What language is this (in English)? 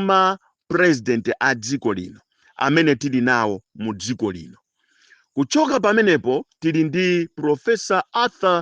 Nyanja